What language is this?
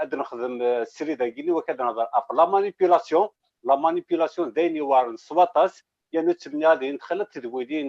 Kabyle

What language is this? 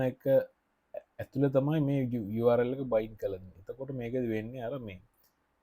Sinhala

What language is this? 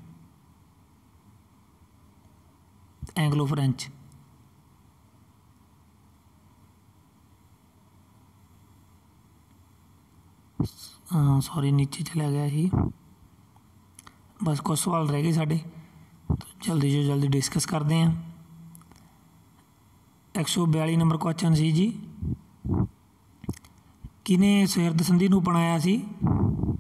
Punjabi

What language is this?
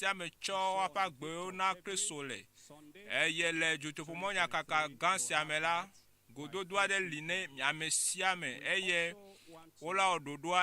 Ewe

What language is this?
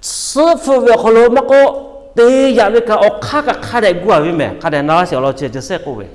Lahu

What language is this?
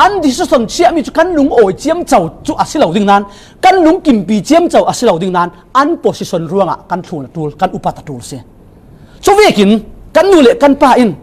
Falam Chin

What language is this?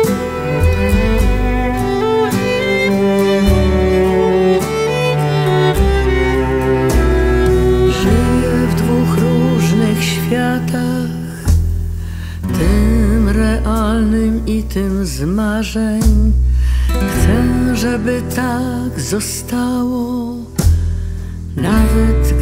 Polish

